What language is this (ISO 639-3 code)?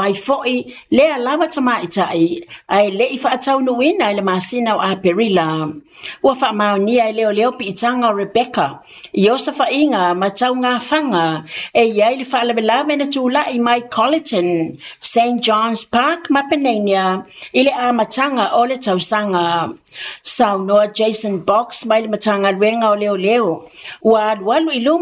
smo